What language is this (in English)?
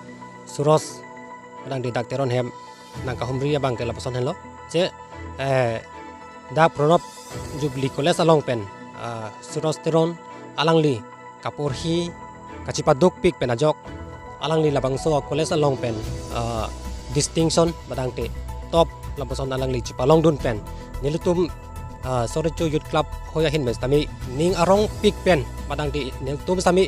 Karbi